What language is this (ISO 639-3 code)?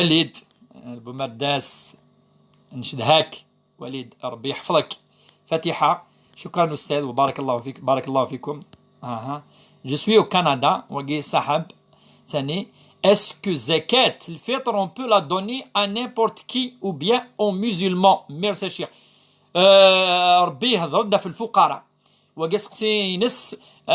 kab